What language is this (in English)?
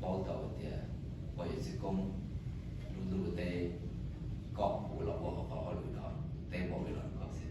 Hmong